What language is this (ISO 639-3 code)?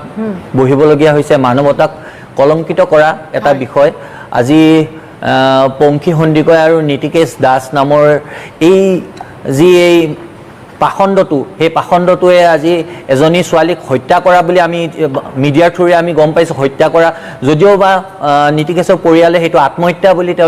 asm